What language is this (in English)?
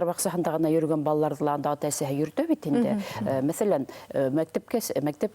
Bashkir